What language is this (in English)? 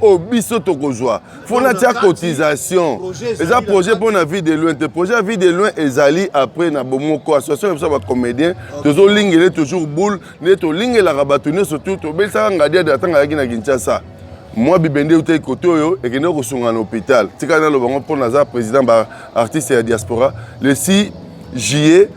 Lingala